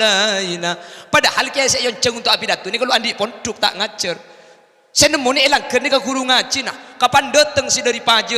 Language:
Madurese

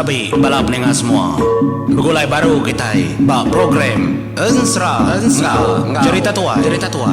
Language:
Iban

